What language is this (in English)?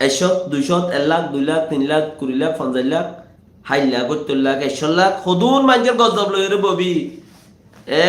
Rohingya